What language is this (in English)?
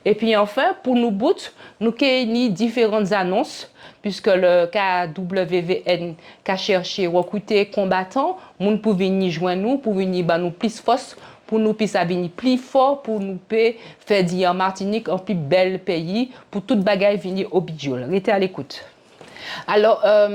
Guadeloupean Creole French